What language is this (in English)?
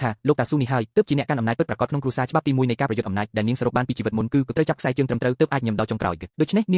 Khmer